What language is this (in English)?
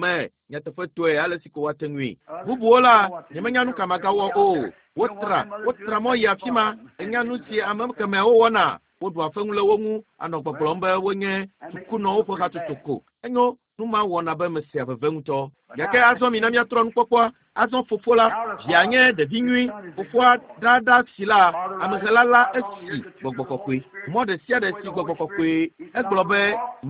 Ewe